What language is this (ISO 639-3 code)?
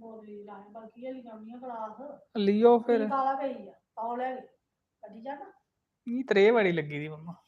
doi